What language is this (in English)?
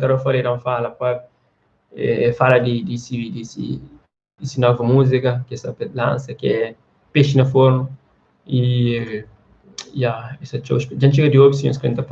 Kabuverdianu